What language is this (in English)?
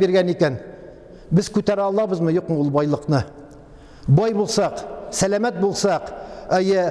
Tatar